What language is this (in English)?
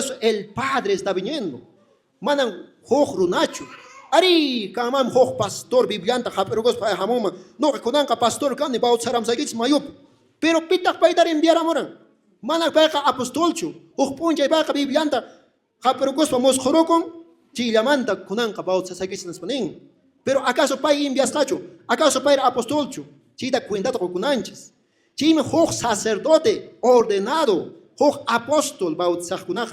Quechua